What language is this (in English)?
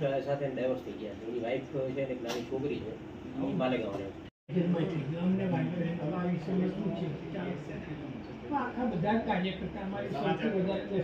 Gujarati